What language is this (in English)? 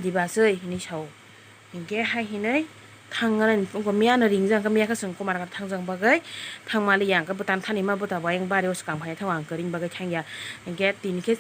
Kok Borok